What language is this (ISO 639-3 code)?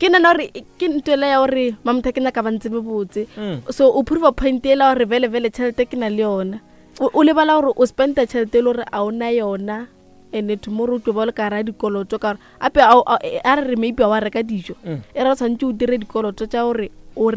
nso